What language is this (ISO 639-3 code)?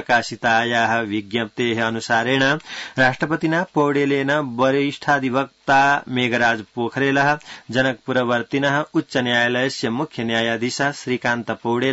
san